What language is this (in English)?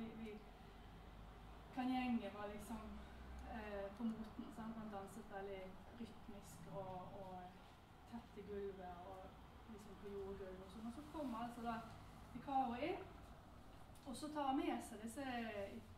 Norwegian